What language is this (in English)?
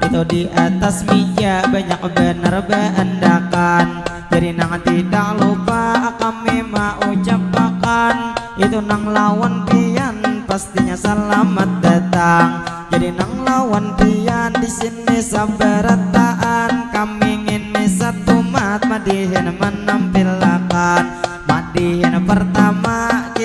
Banjar